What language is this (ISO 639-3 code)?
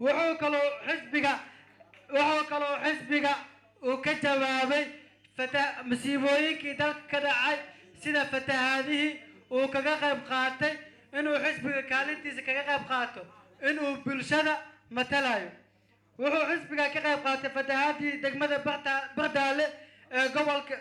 som